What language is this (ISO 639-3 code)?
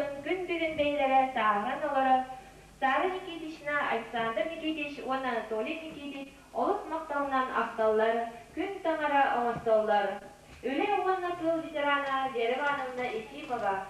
sah